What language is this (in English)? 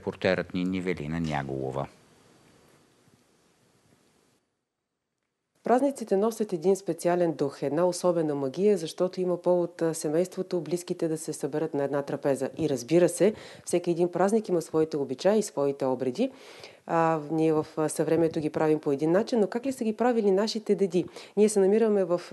Bulgarian